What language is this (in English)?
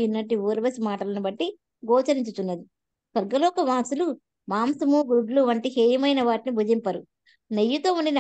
Telugu